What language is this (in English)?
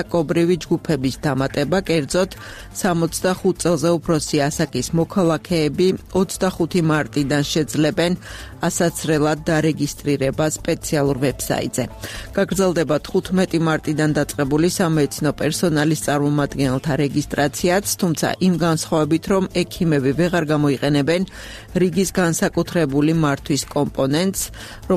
Georgian